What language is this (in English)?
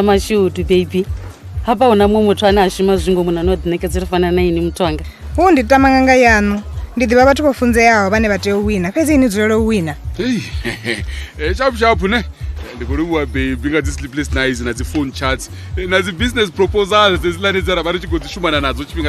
Venda